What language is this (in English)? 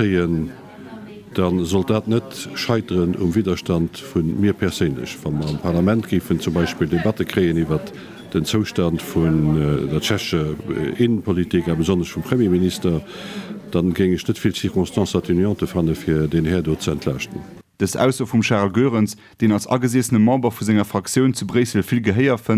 Luxembourgish